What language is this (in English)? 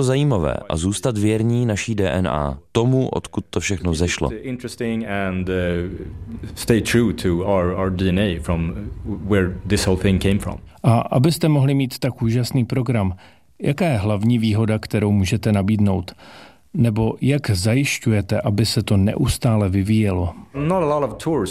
Czech